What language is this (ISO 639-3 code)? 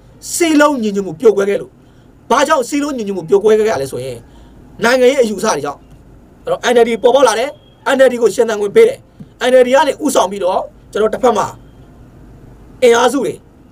mya